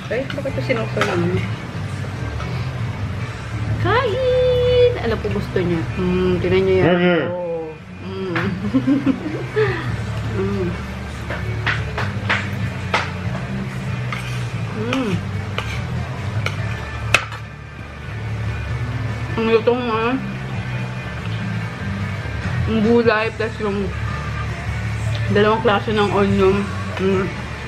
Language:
Filipino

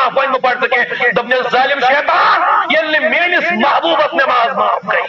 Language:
Kashmiri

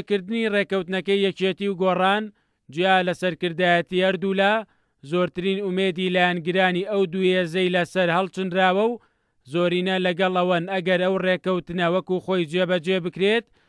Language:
Central Kurdish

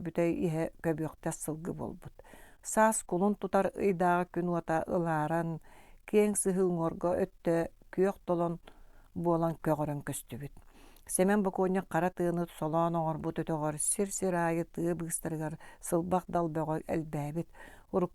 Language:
Yakut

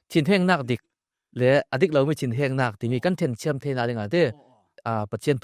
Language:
Falam Chin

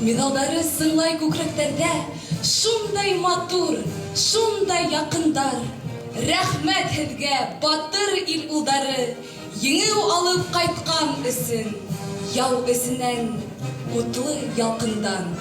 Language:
Bashkir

